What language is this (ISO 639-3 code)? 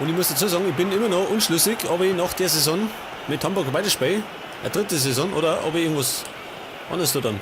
bar